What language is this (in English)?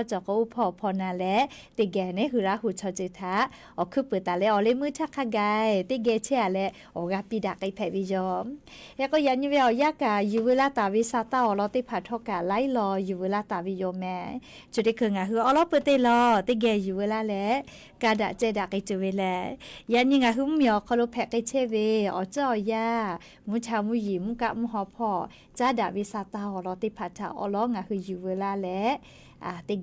Lahu